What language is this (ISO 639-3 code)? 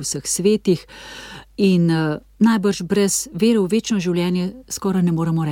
slv